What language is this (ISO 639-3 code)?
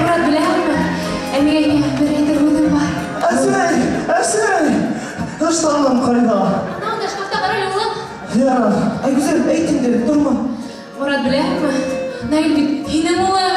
bak